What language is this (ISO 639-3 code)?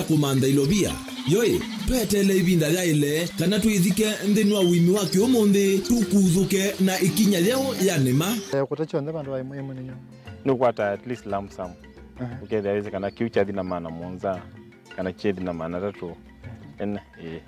kam